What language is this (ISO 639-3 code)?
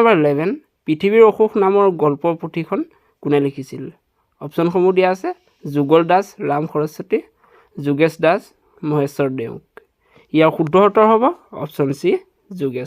asm